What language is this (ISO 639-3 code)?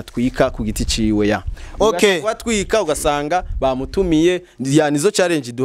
run